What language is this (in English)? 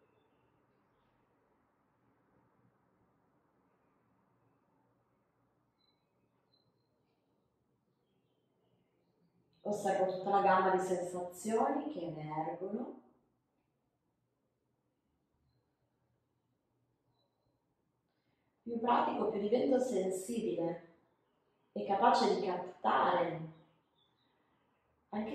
Italian